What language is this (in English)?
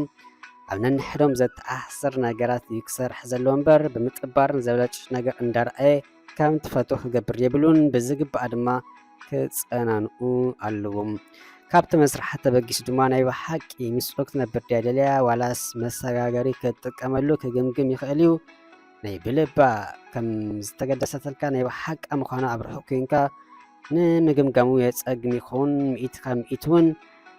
Tigrinya